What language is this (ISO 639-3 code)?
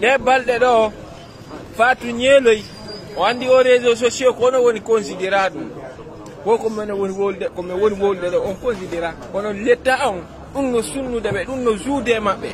ful